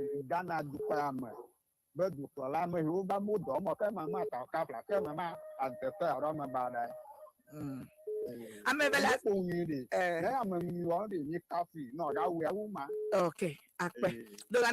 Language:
Ewe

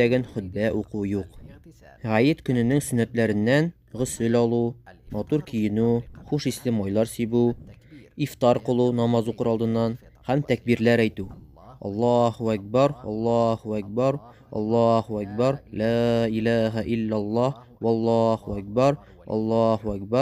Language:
Tatar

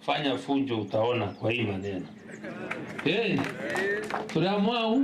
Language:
Meru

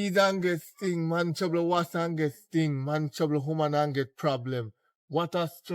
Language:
Jamaican Creole English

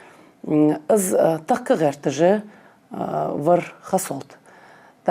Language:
Ingush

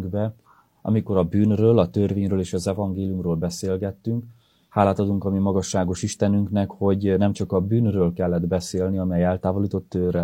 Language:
Hungarian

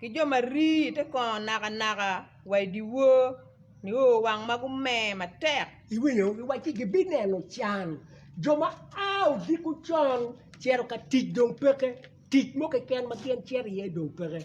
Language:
Acoli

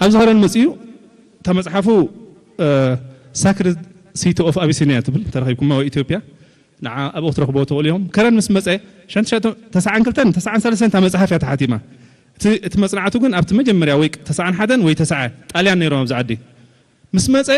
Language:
Tigrinya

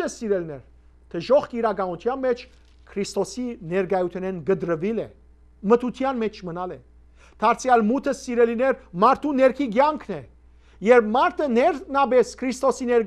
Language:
Western Armenian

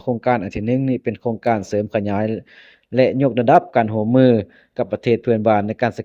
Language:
Lao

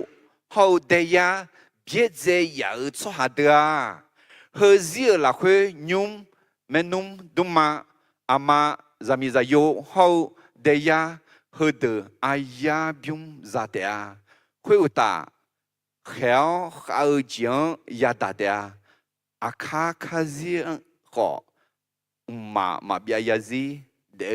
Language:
Akha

